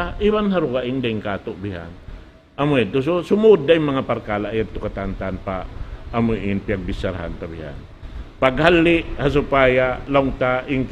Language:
Tausug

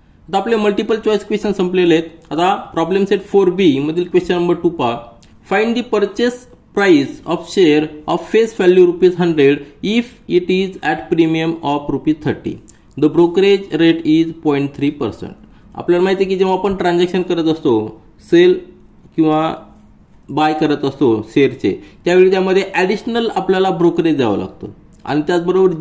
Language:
Marathi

